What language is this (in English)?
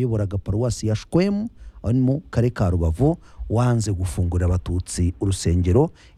Kinyarwanda